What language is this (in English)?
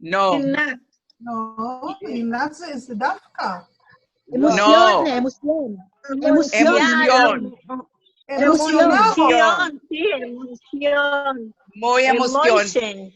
Ladino